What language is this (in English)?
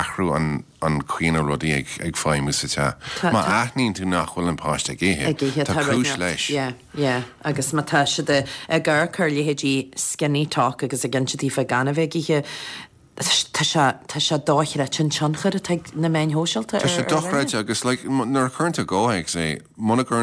Irish